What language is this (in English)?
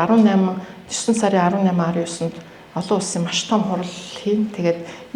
Mongolian